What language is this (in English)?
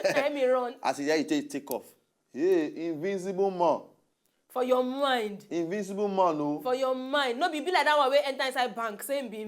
Nigerian Pidgin